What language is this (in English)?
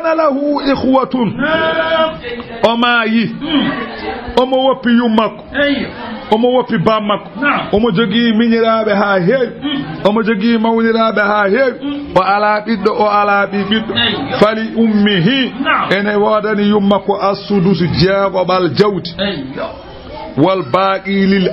Fula